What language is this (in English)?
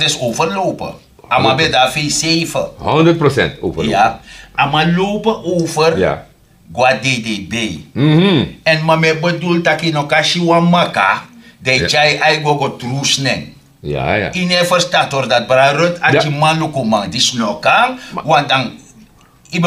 Sranan Tongo